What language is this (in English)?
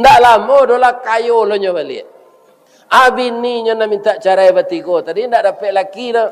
Minangkabau